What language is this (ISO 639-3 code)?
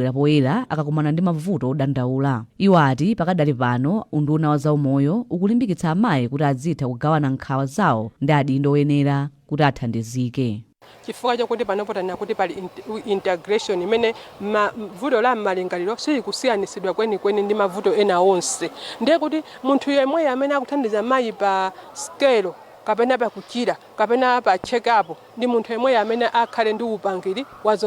nya